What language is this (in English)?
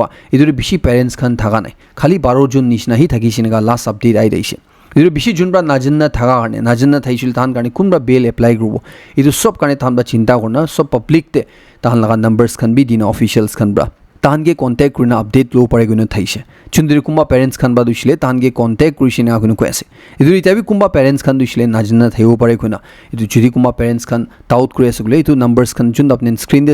Naga Pidgin